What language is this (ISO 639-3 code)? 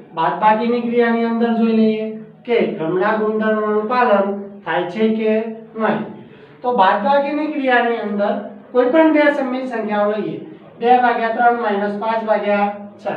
guj